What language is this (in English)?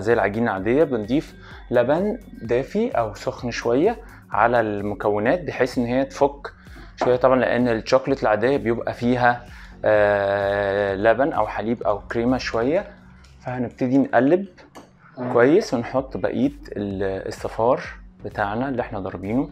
Egyptian Arabic